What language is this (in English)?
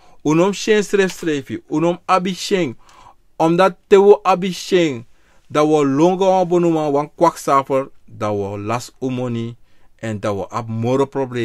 Sranan Tongo